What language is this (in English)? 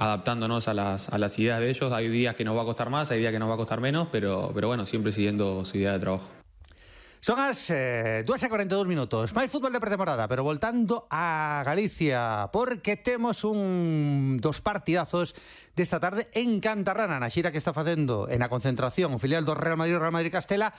Galician